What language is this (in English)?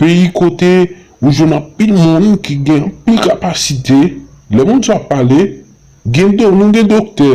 Haitian Creole